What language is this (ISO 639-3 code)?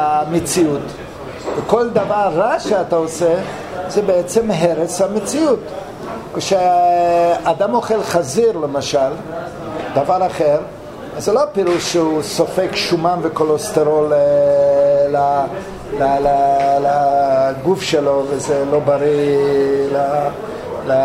heb